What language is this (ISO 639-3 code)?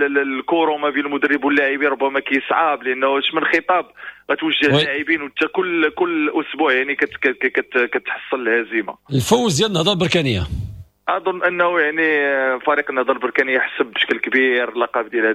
ary